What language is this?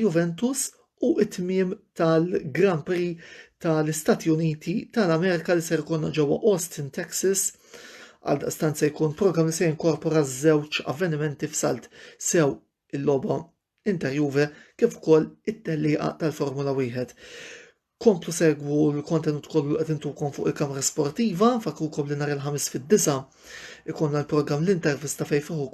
Maltese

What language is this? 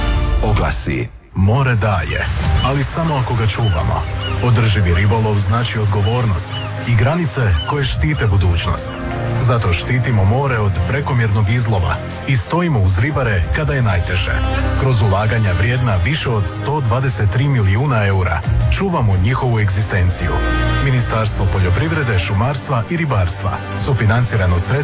Croatian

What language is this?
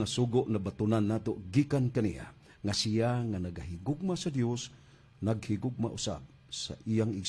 Cebuano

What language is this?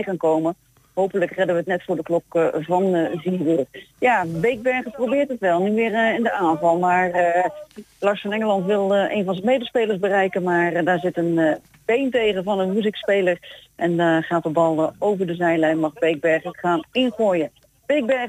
Dutch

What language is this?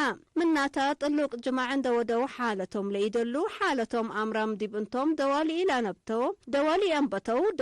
Tigre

